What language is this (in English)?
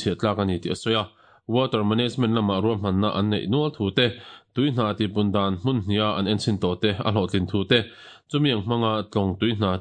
Mizo